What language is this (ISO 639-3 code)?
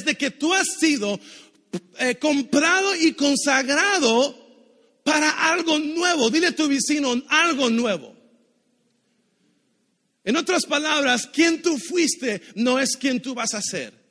spa